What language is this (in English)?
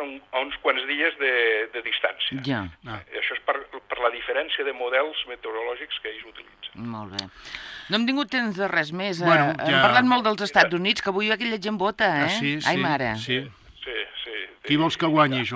Catalan